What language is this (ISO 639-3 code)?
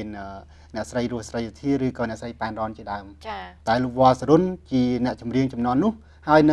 khm